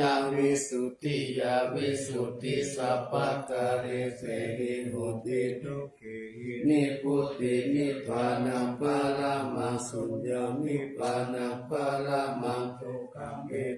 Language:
Pali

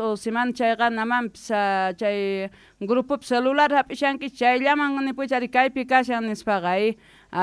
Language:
South Bolivian Quechua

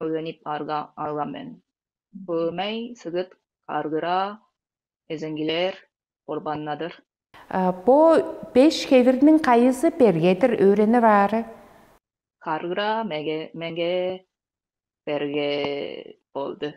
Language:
Tuvinian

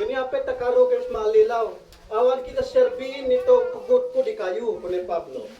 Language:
Isnag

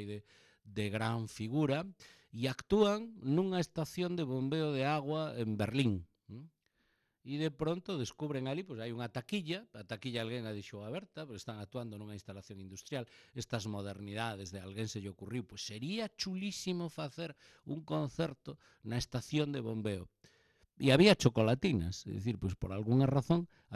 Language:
Galician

